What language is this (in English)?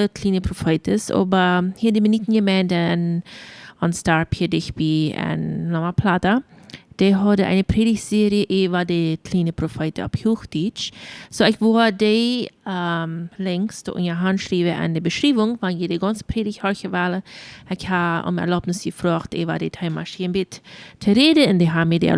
Plautdietsch